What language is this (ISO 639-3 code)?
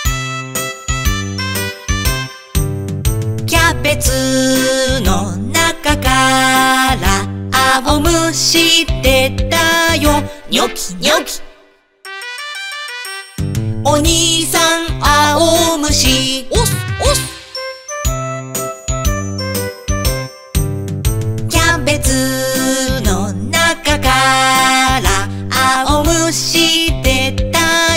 jpn